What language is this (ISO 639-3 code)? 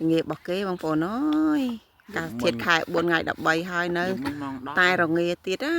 khm